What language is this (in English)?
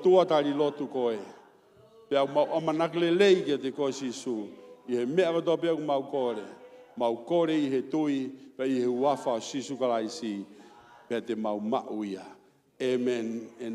Tongan